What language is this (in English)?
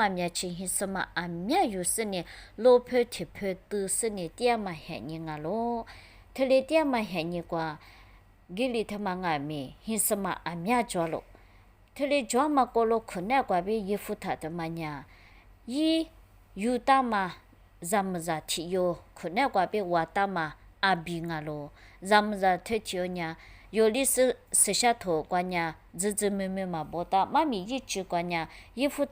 Lisu